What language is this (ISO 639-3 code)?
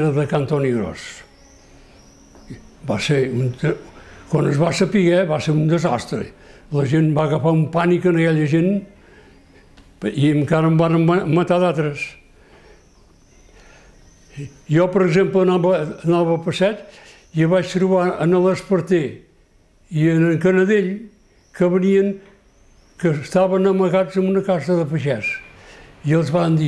cat